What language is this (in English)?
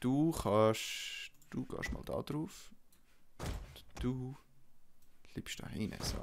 Swiss German